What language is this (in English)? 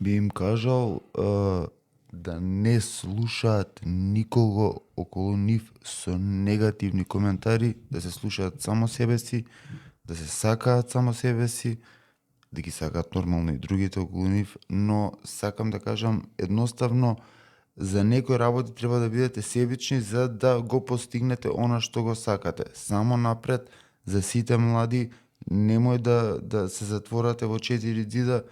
Macedonian